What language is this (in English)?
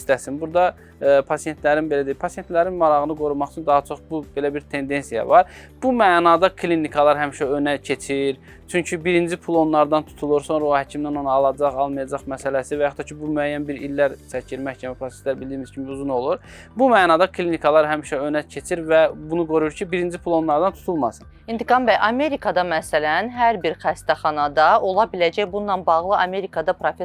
Azerbaijani